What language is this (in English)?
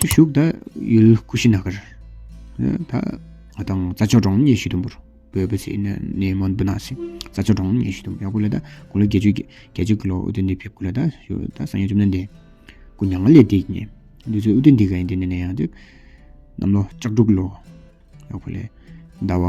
Tawang Monpa